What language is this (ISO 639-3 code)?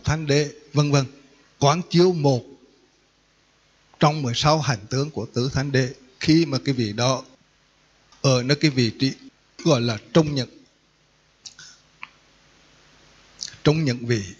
vie